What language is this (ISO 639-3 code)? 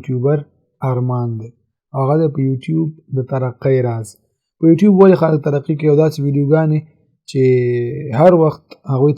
pus